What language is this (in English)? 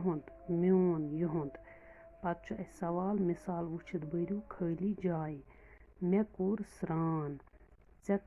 Kashmiri